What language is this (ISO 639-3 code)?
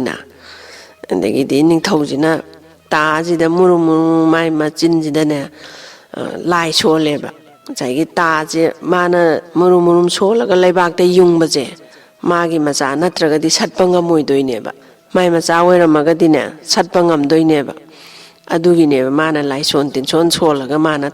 mni